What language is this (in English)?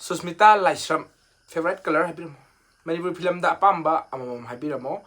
Manipuri